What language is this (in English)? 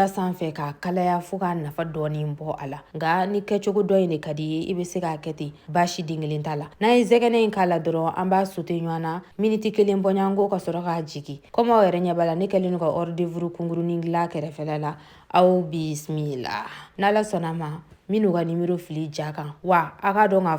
Bambara